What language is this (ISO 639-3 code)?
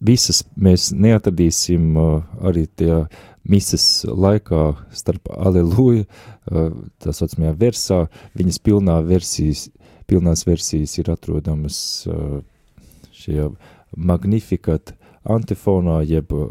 lav